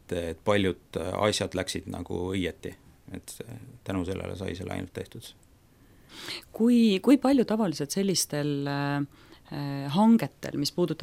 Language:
Estonian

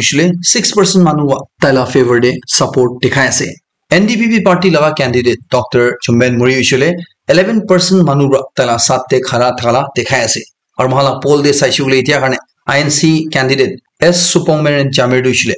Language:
Naga Pidgin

